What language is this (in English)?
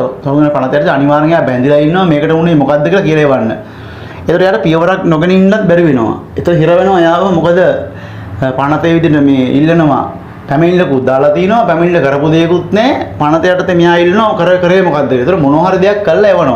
Sinhala